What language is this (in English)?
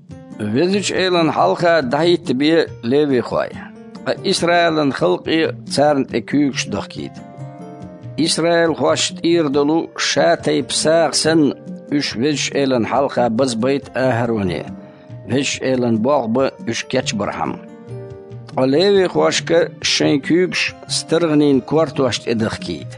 Chechen